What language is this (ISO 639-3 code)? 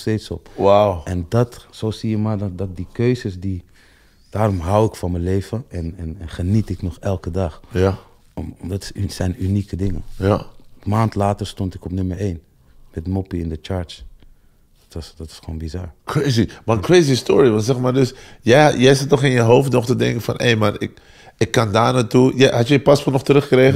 nld